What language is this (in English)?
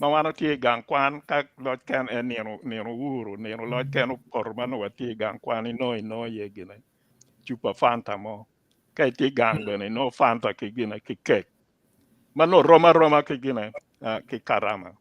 Acoli